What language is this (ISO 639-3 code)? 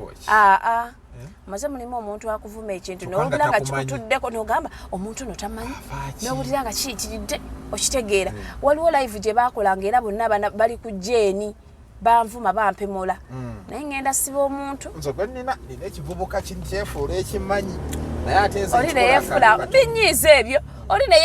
lug